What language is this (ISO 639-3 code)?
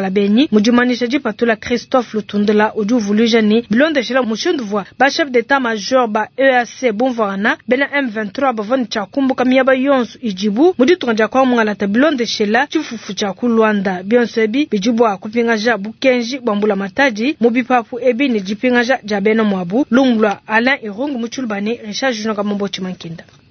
lua